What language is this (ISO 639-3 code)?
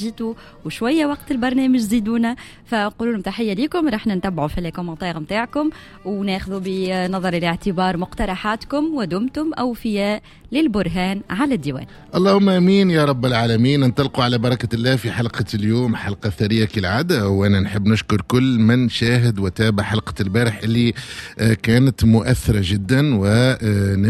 aeb